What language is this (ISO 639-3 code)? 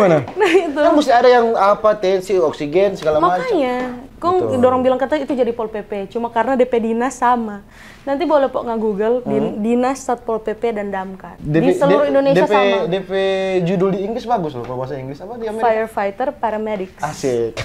xmm